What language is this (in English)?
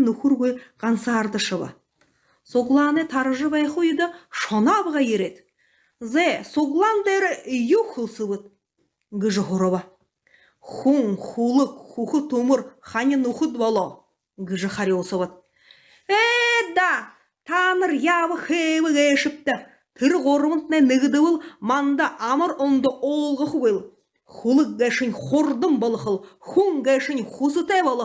Buriat